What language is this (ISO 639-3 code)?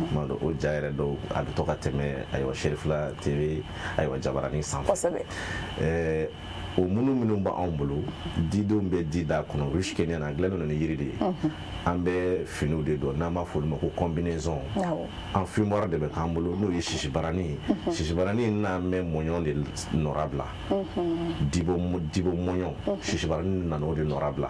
bam